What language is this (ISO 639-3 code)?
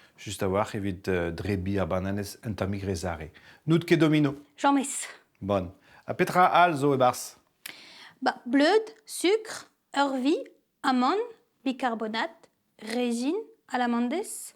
bre